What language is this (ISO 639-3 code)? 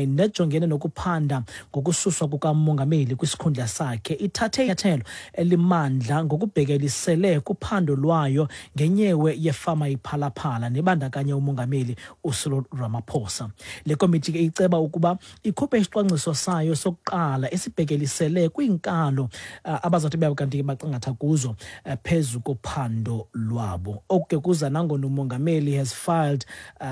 xho